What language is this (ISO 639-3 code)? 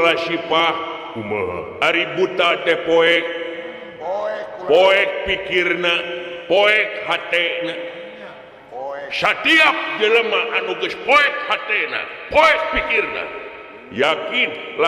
sun